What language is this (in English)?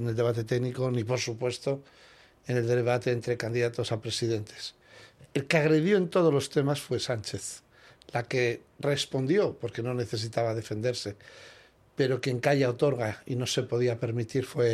Spanish